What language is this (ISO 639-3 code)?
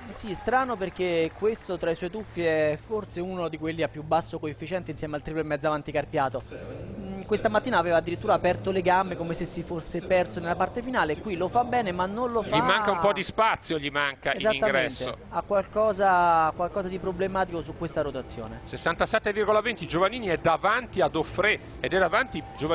ita